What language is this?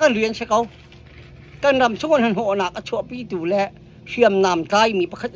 Hakha Chin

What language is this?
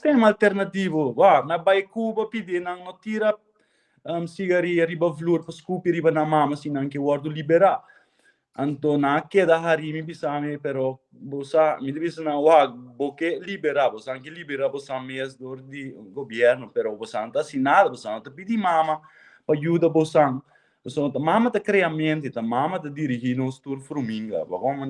Papiamento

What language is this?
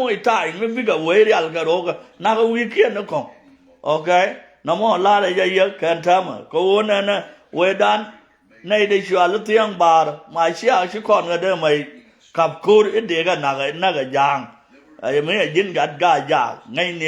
Nuer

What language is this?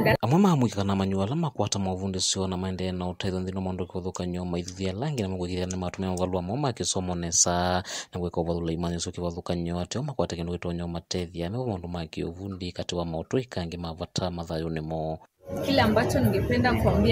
Kamba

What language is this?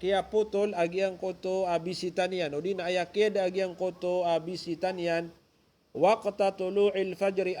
Maranao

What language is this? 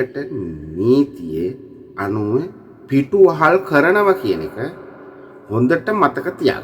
Sinhala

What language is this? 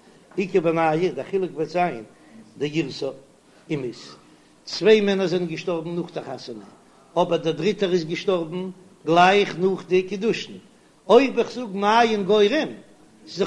Yiddish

